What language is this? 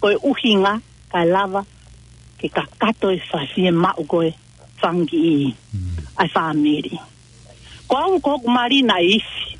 Tongan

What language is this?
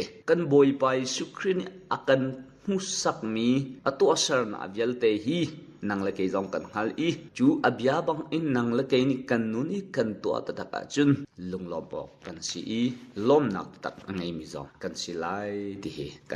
Hakha Chin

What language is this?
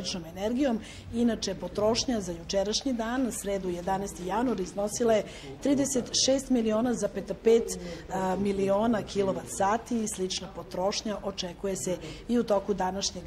Serbian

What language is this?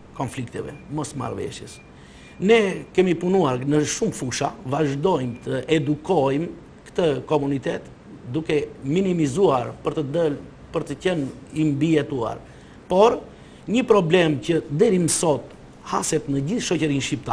Albanian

